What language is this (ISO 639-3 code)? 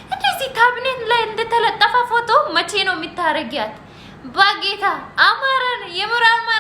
amh